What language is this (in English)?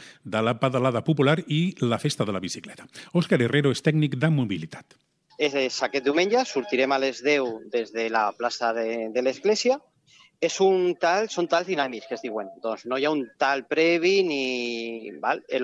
Catalan